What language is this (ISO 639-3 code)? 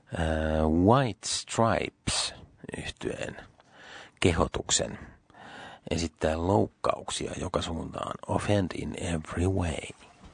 fin